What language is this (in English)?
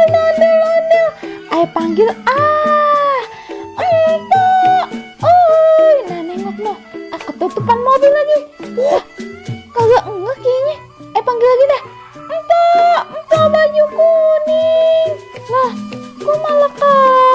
Betawi